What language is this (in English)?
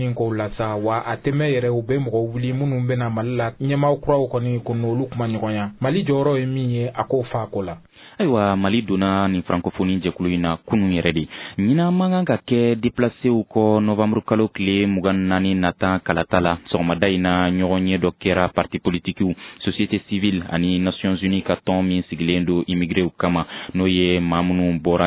Bambara